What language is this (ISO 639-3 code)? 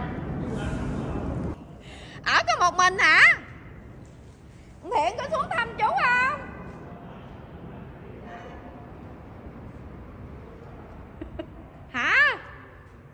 vie